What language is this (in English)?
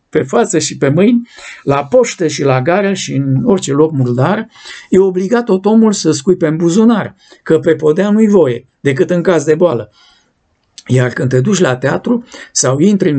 Romanian